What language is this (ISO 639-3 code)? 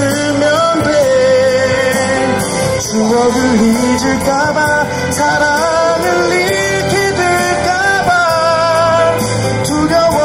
kor